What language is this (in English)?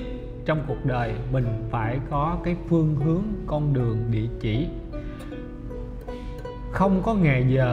Vietnamese